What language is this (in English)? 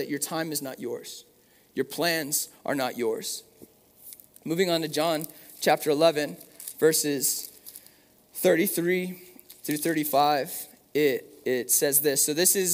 English